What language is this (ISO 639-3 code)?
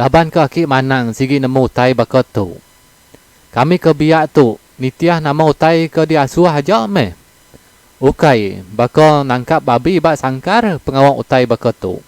iba